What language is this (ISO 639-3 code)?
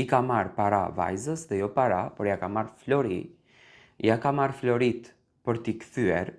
sqi